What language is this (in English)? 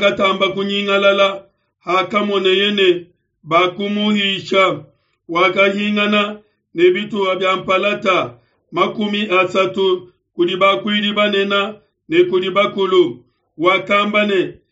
Luba-Lulua